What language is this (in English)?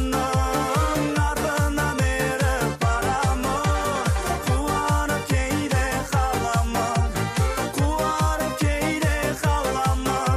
Kazakh